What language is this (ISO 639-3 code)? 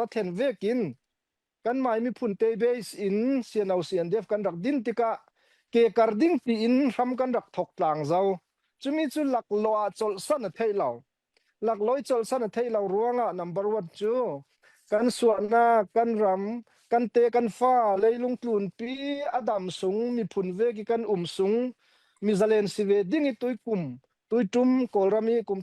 cfm